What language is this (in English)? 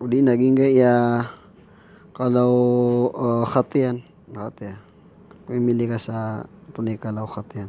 Maranao